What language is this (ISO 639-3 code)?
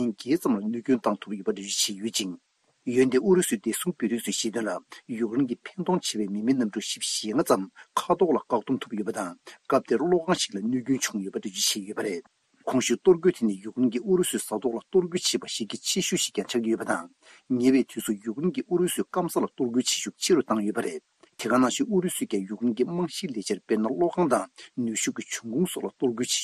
bod